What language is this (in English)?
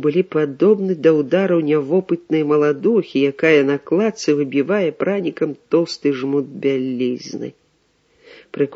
Belarusian